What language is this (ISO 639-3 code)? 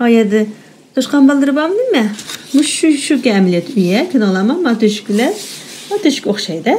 uig